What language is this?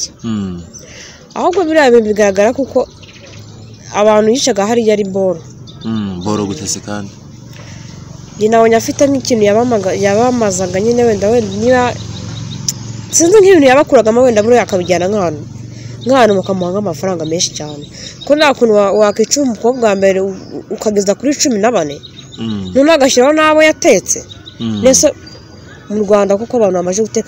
Kinyarwanda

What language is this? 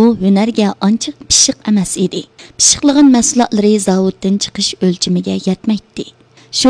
Uyghur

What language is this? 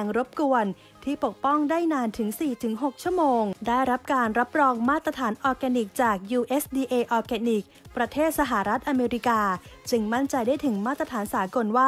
Thai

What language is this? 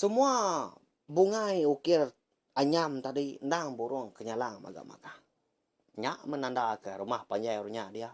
Iban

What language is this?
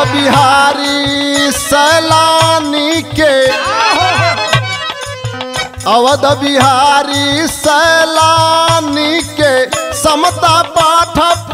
Bhojpuri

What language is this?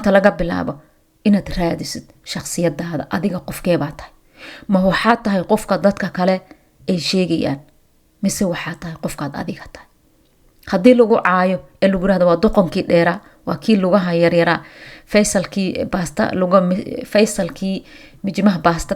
Somali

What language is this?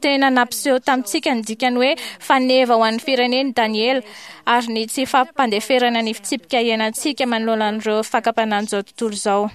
Malagasy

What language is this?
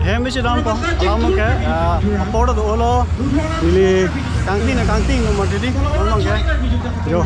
Karbi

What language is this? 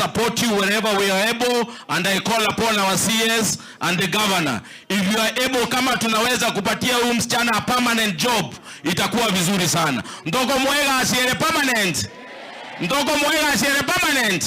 Gusii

